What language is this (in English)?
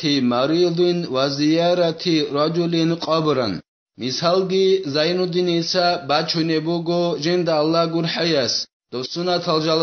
Avaric